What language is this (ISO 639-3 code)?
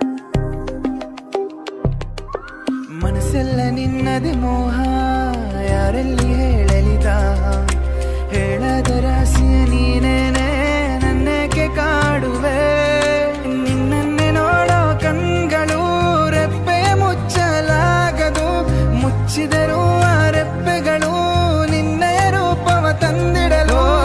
kan